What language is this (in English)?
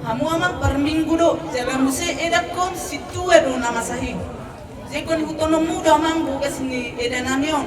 Batak Simalungun